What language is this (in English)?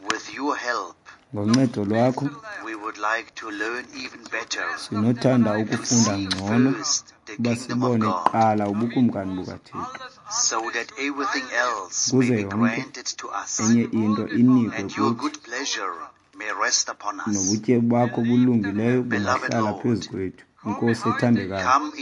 Xhosa